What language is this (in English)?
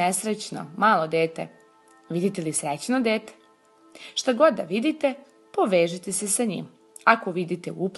Serbian